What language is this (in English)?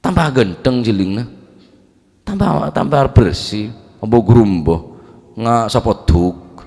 Madurese